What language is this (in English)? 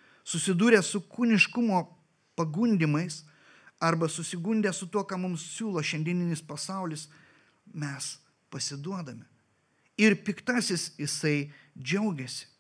Lithuanian